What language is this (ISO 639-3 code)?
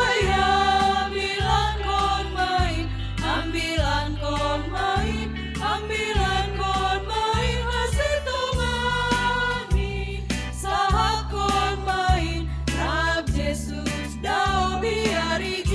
bts